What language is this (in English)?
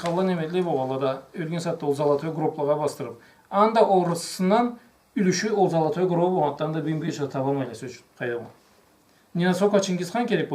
Karachay-Balkar